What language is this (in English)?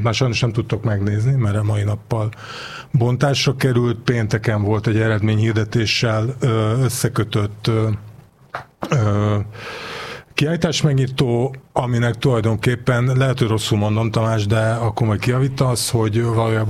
Hungarian